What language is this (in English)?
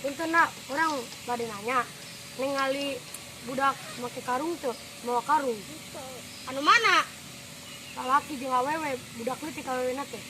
Sundanese